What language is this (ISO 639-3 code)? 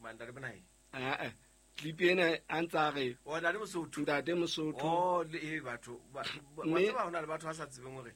sot